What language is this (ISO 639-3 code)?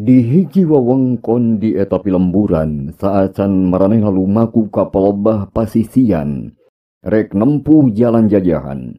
sun